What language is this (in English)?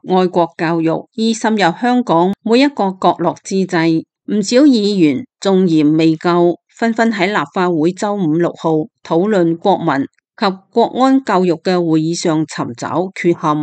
Cantonese